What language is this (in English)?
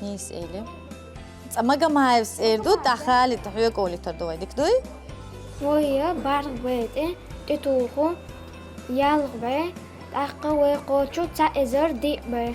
Chechen